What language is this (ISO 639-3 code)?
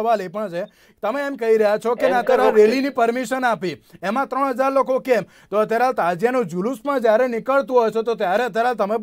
guj